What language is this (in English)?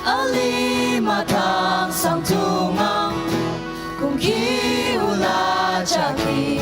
Ao Naga